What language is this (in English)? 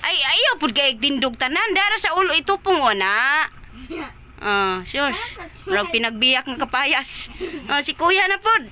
Cebuano